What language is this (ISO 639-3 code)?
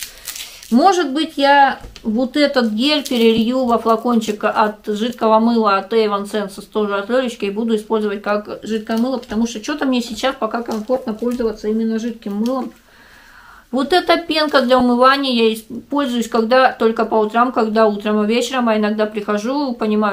rus